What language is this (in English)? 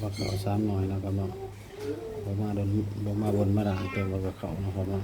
Northeastern Thai